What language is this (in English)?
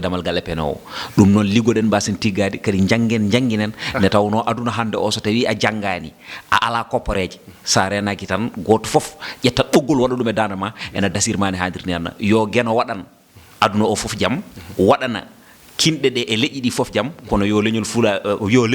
Fula